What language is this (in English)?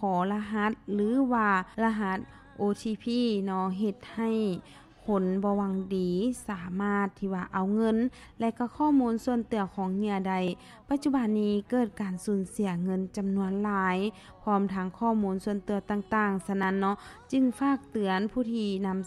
Lao